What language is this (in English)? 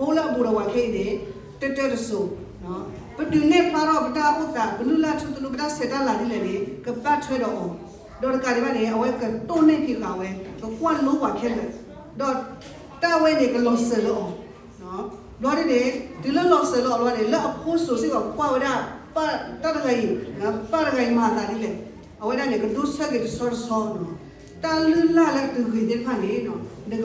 S'gaw Karen